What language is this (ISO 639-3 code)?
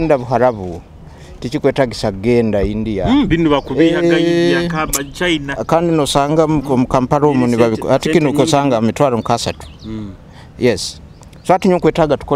nyo